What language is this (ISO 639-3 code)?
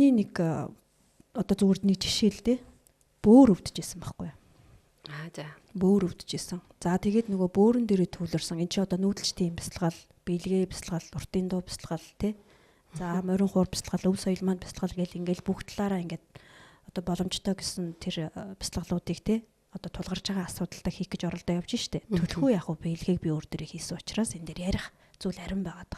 mon